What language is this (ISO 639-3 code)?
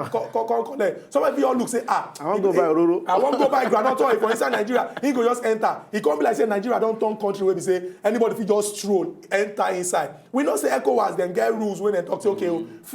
pcm